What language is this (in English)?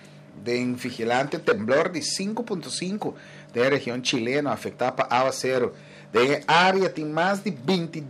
Papiamento